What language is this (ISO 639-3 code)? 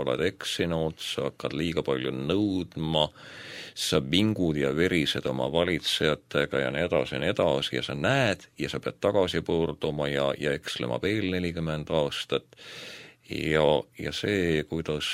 est